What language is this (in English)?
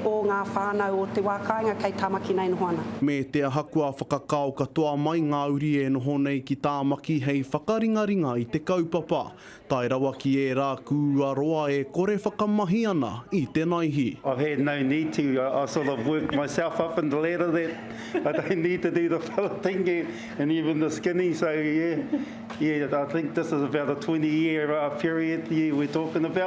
Māori